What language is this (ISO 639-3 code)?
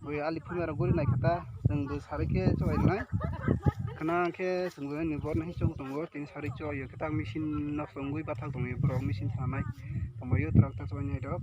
trp